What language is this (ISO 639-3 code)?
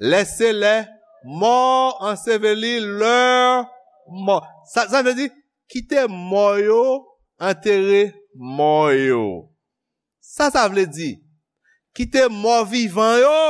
hat